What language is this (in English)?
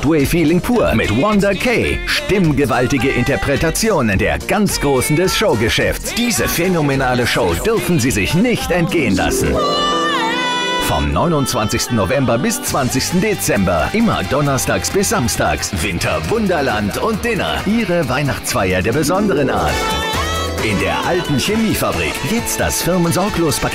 German